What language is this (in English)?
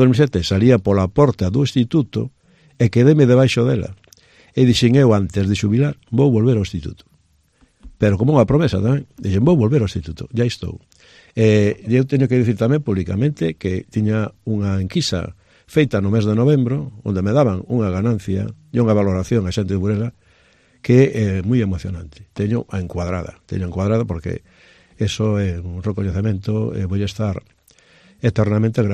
Galician